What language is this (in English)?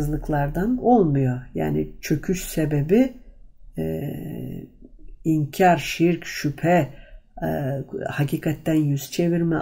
Turkish